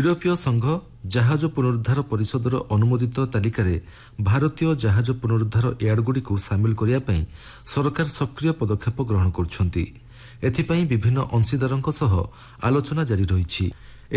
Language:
Odia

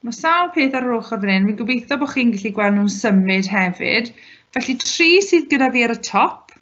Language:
Welsh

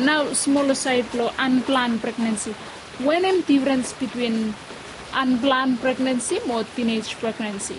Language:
Bislama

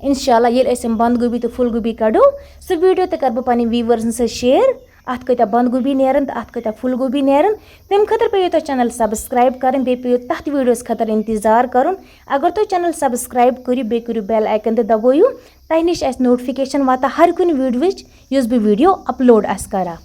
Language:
Kashmiri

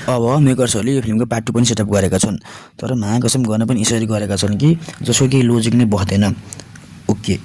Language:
Nepali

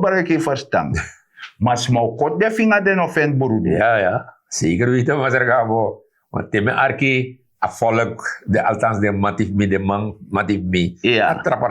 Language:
Sranan Tongo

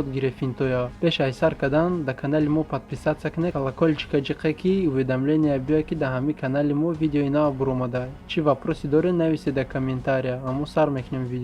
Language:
Tajik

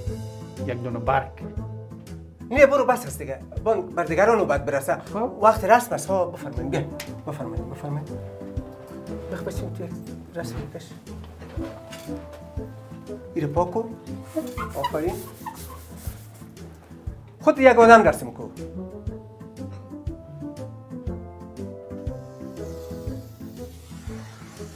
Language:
Persian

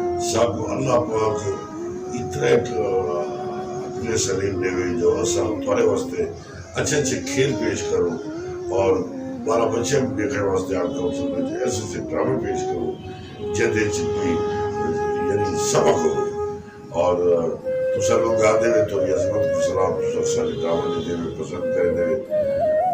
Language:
Saraiki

